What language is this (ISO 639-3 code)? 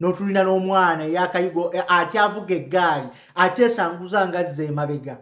lug